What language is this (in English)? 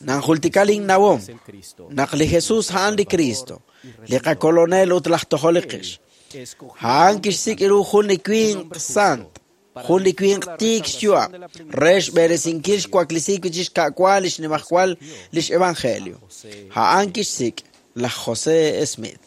Kekchí